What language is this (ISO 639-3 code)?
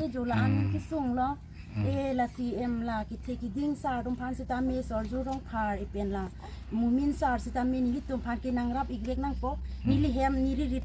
mjw